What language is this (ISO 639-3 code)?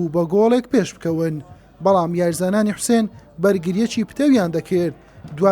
ckb